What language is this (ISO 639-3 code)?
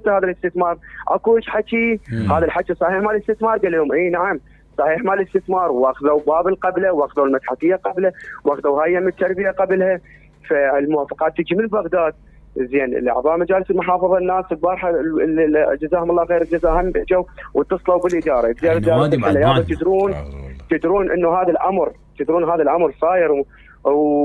acm